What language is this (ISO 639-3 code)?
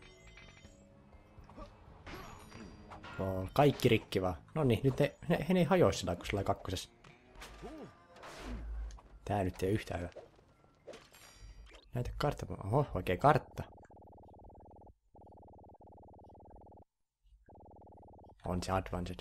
fin